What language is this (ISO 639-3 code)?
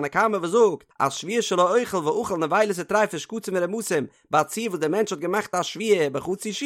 yid